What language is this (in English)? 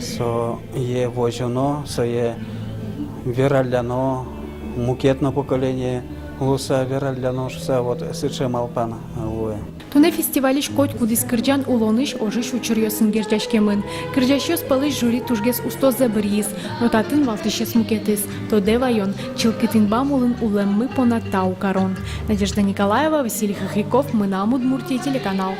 Udmurt